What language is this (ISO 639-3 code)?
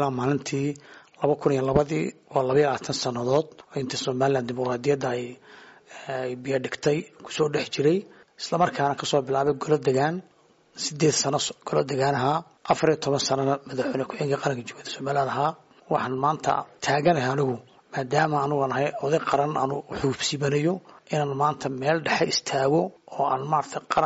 som